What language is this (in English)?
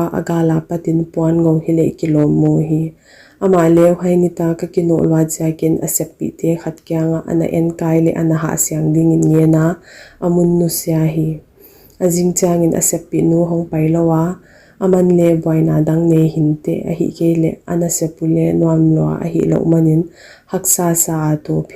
Paite Chin